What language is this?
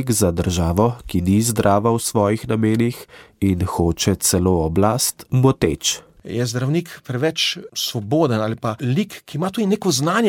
Slovenian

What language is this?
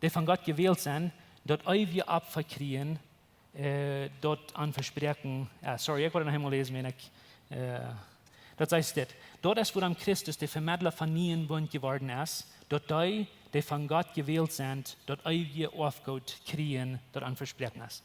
Plautdietsch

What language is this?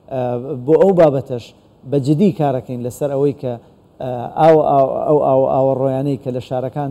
Central Kurdish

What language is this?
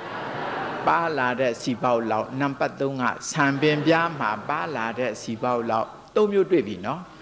Burmese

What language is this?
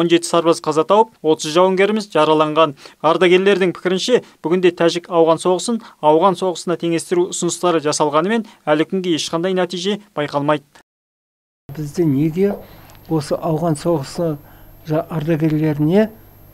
Kazakh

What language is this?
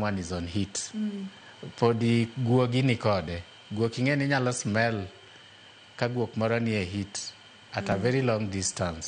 Luo (Kenya and Tanzania)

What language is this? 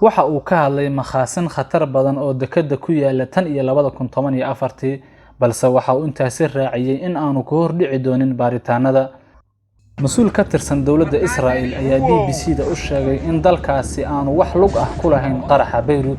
Somali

